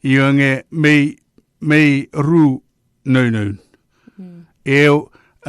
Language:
Chuukese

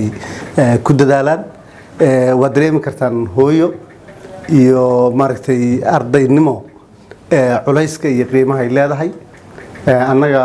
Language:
Somali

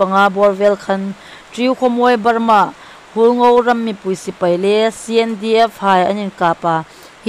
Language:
Hmar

